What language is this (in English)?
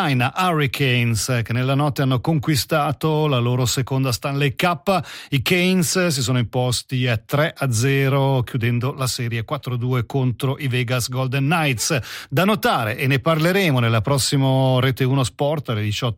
Italian